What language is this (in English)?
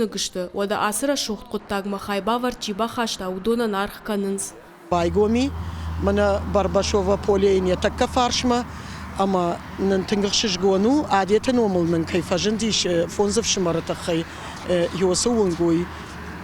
Ossetic